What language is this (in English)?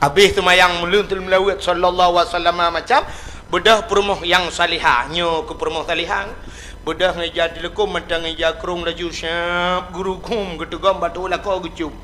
Achinese